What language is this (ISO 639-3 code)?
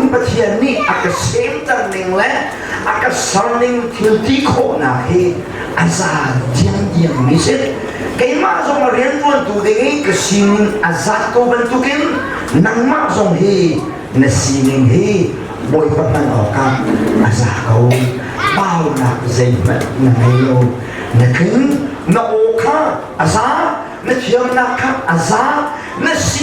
cnh